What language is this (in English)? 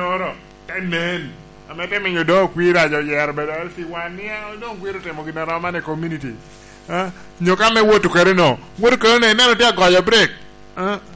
Lango (Uganda)